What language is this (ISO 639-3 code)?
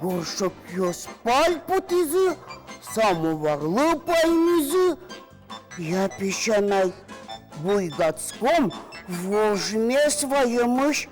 udm